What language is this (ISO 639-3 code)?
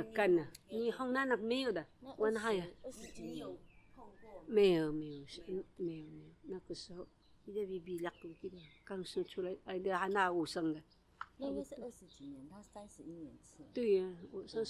trv